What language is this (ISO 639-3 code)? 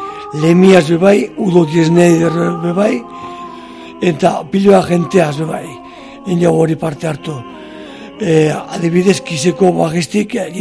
eus